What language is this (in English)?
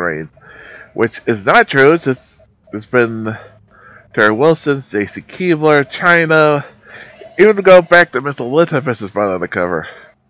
English